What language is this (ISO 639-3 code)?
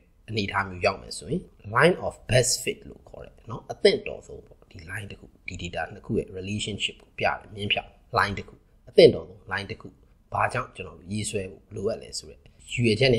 mya